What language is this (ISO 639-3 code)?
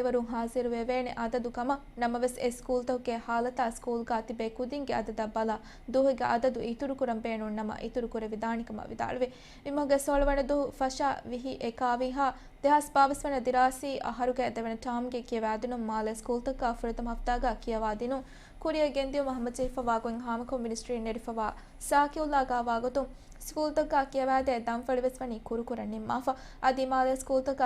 div